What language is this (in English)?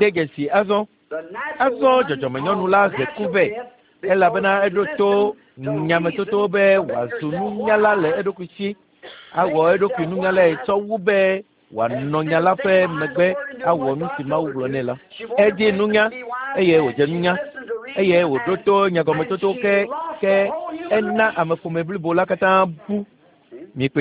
Ewe